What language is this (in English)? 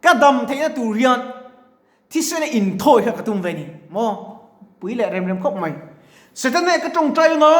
Mizo